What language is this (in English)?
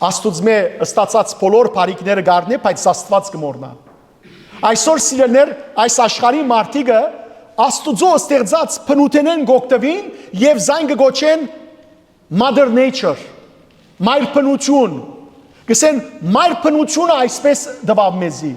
Western Armenian